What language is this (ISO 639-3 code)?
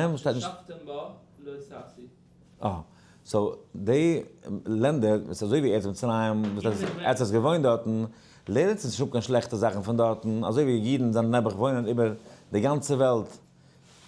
yid